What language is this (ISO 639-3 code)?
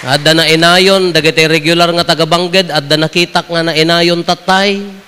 ilo